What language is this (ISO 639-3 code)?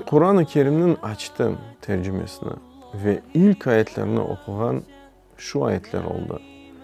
crh